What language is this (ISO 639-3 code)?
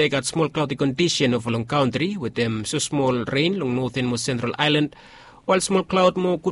bis